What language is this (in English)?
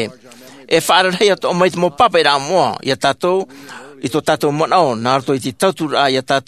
Tahitian